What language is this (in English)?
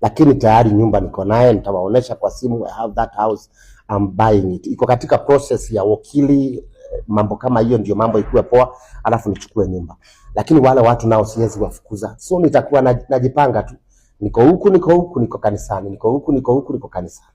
Swahili